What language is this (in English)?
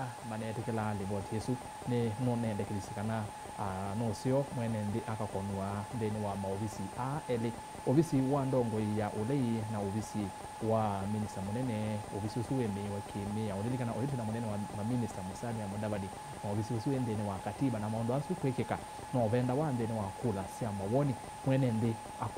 Kamba